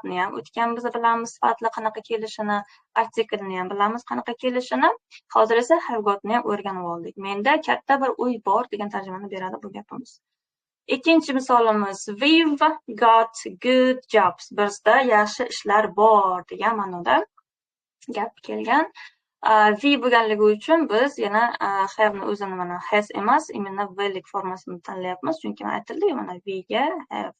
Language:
Uzbek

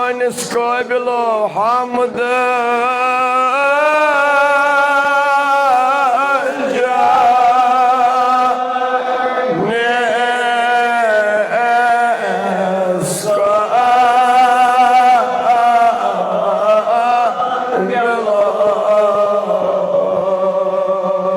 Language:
Kashmiri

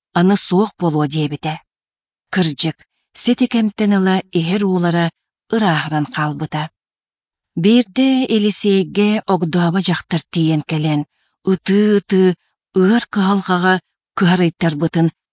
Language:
Yakut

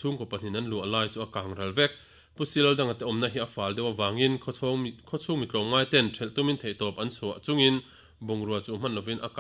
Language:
Mizo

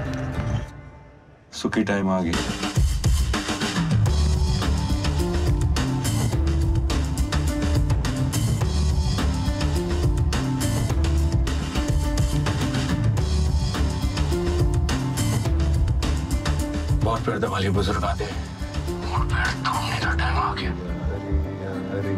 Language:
Hindi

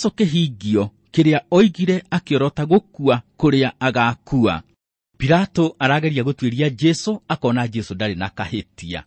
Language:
Kikuyu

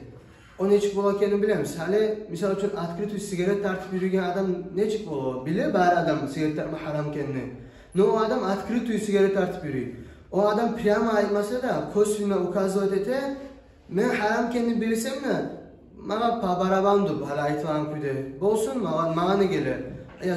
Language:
Kumyk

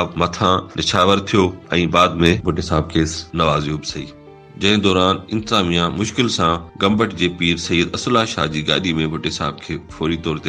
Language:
Sindhi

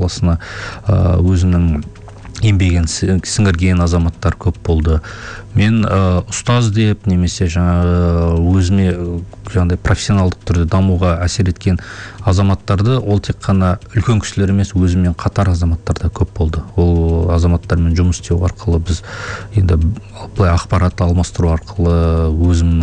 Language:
Kazakh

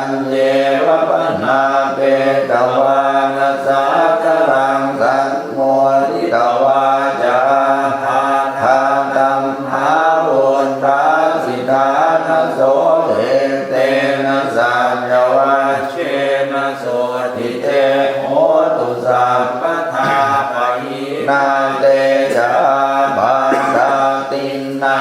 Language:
Pali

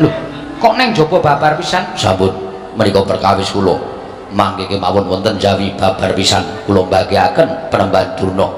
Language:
Javanese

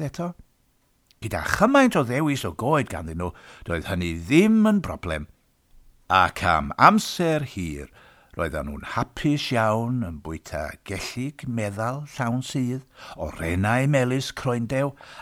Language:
Welsh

